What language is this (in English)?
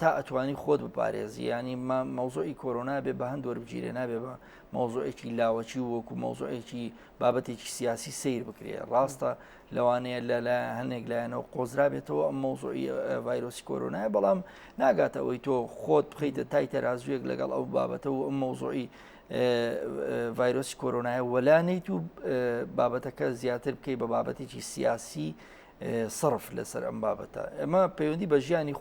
Central Kurdish